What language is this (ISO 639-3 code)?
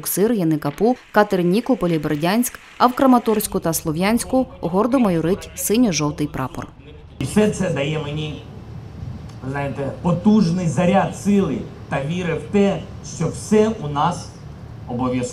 ukr